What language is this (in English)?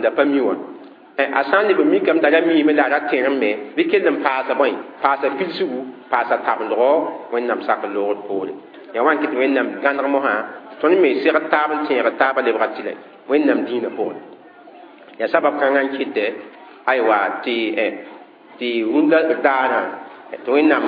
Mossi